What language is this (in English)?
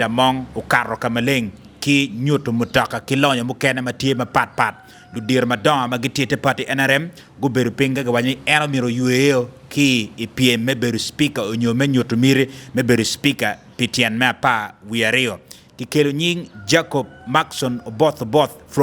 Acoli